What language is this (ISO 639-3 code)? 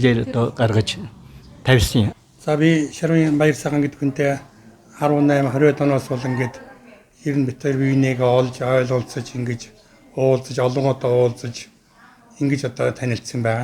mon